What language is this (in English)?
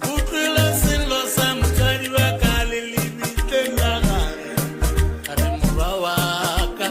Northern Sotho